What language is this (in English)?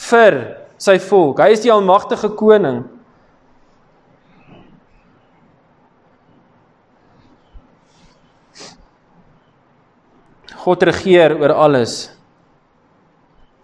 Afrikaans